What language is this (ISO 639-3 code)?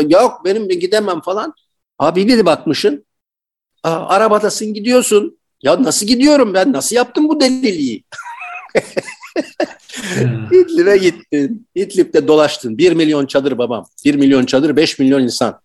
tur